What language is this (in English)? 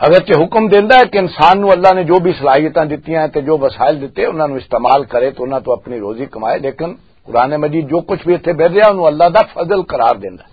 Western Panjabi